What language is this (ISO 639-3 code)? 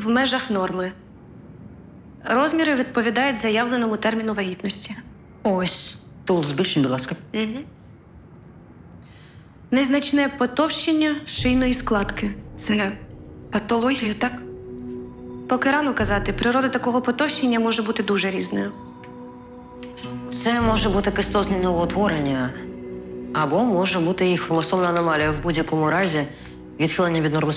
ukr